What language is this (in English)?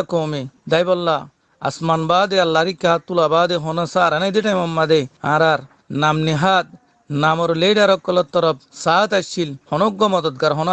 Rohingya